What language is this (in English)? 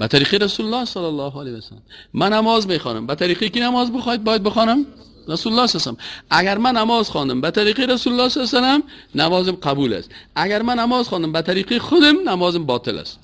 Persian